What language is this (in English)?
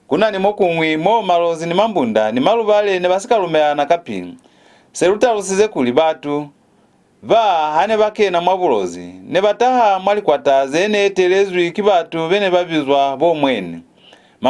Lozi